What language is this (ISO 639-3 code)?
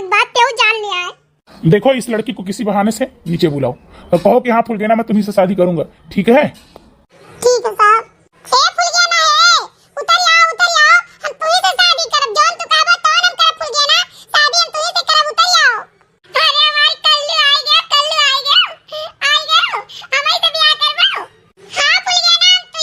awa